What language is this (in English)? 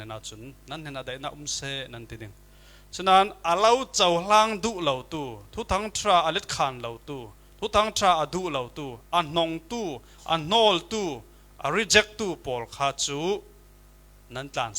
Falam Chin